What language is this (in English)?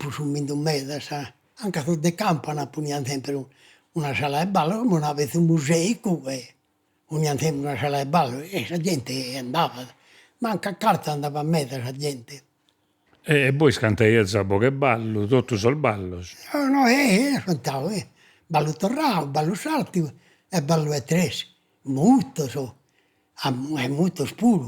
Sardinian